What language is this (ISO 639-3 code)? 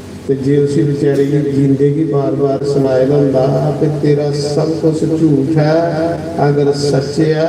doi